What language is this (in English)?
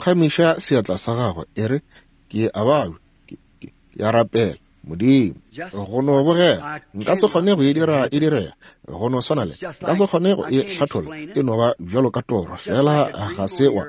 Northern Sotho